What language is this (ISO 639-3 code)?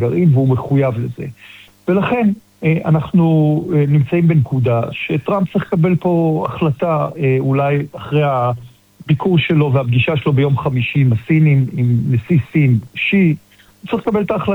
heb